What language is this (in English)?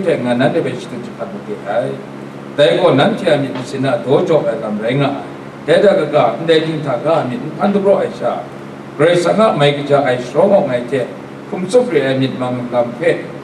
Kachin